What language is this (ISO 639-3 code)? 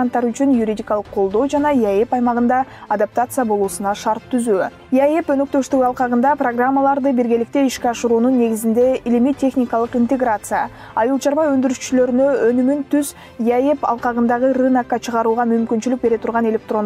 kir